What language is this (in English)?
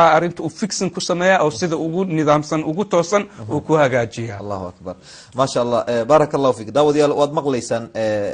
Somali